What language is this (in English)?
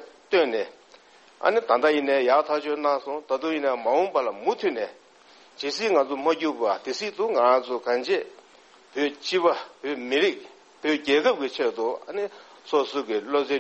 Tibetan